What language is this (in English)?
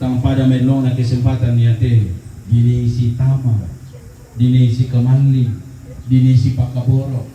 Toraja-Sa'dan